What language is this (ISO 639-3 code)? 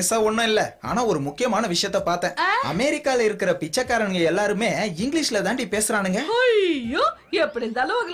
tam